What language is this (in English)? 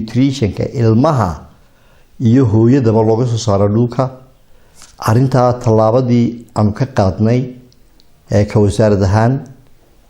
Somali